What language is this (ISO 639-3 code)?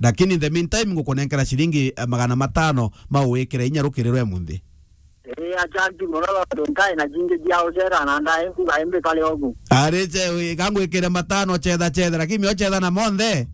mer